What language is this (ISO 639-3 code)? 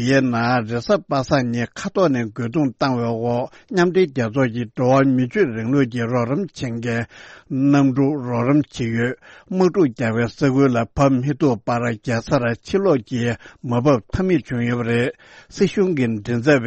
bod